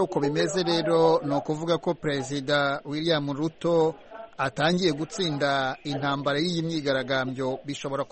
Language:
Kinyarwanda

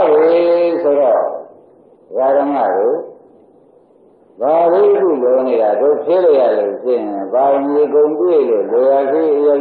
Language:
Burmese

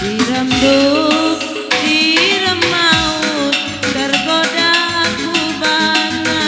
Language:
Batak Karo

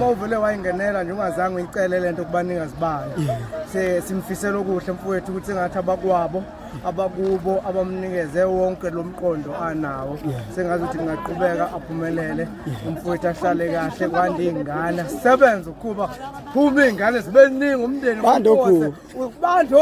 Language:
Zulu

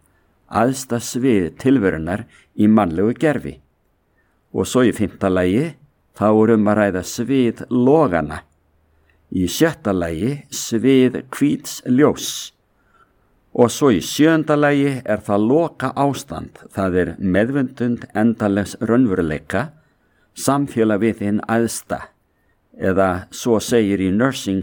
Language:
Icelandic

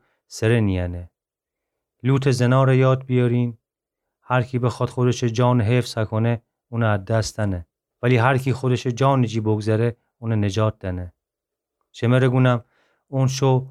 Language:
Gilaki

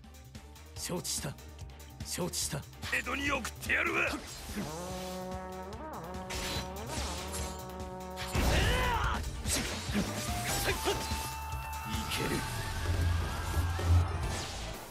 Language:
Japanese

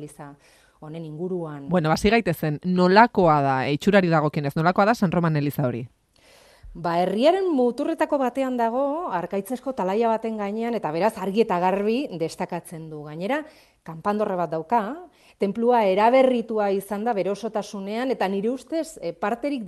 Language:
Basque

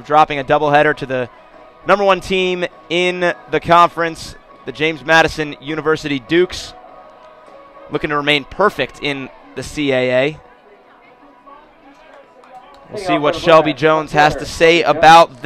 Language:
English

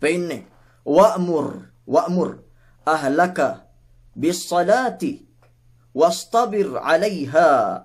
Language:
Yakan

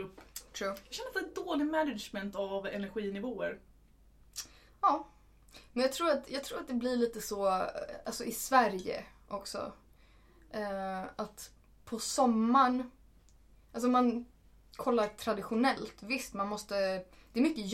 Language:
Swedish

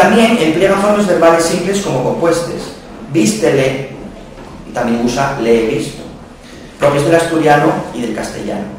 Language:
Asturian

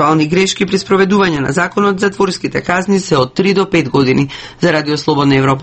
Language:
Macedonian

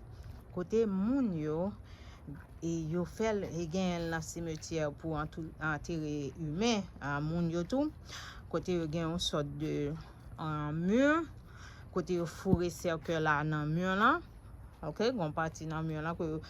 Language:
Haitian Creole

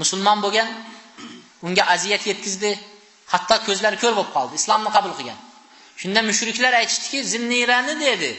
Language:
Uzbek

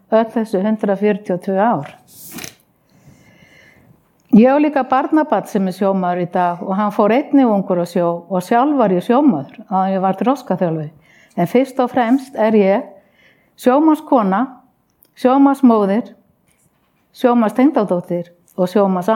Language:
Icelandic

